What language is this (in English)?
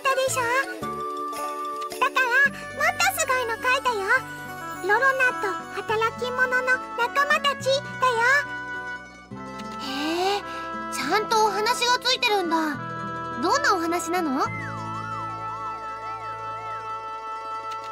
Japanese